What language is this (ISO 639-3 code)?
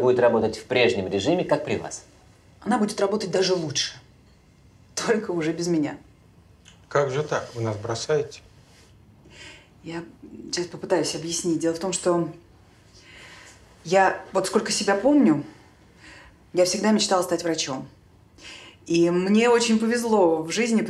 rus